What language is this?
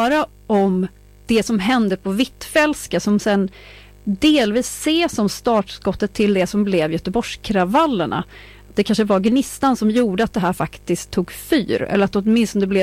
Swedish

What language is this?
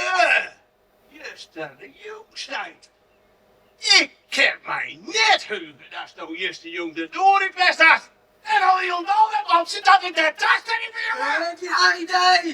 Western Frisian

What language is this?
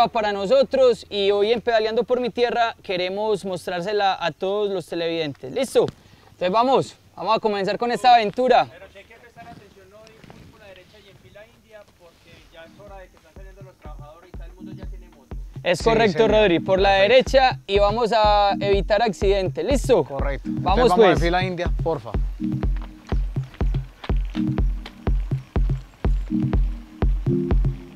Spanish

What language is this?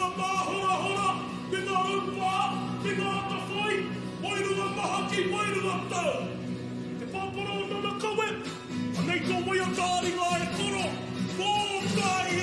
Māori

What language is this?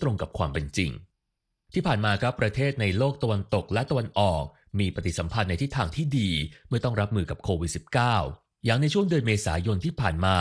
Thai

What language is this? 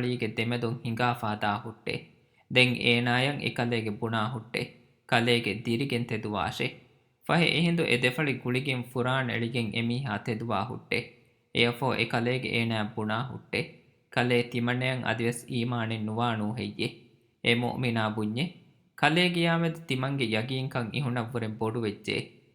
Divehi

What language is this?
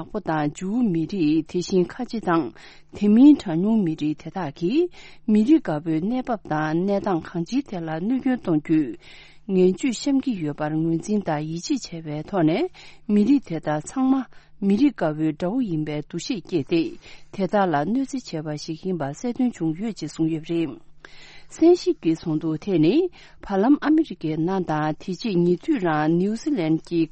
Tibetan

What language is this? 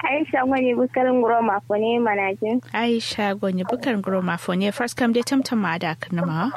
Kanuri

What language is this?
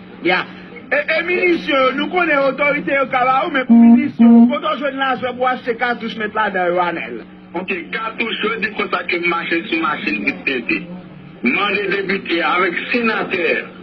Haitian Creole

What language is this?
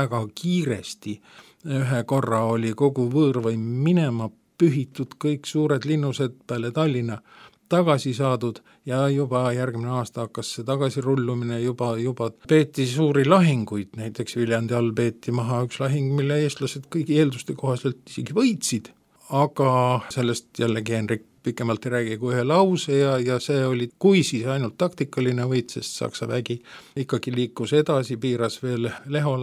Estonian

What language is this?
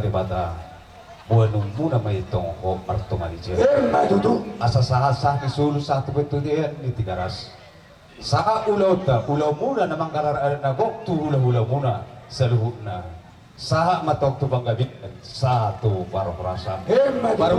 Batak Toba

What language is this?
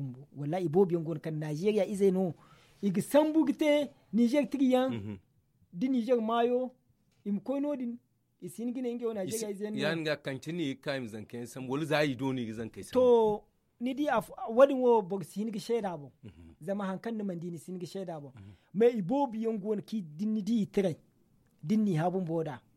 Zarma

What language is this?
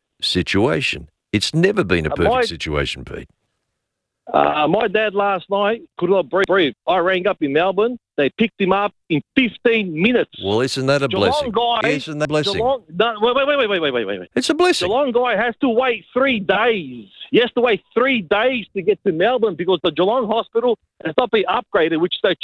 English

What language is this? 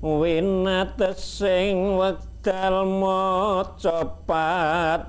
Javanese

